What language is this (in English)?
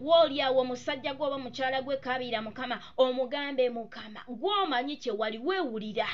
Ganda